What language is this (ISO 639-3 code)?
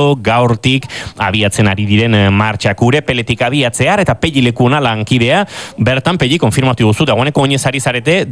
eus